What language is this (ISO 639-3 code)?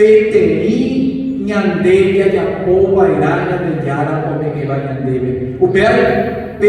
grn